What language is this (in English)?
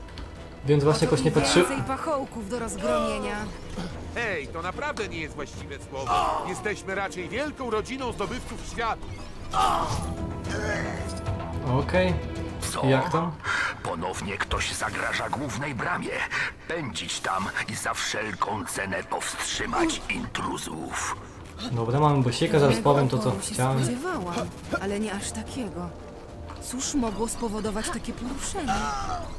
Polish